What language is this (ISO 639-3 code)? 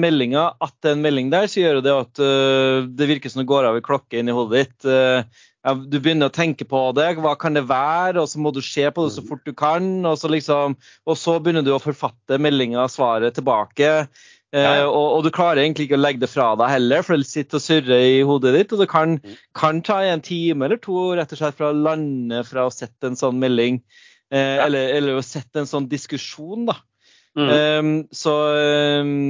nor